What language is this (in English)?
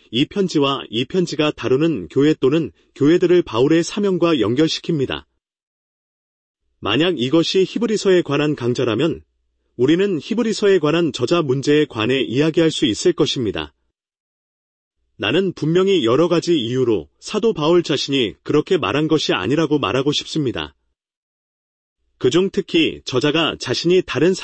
Korean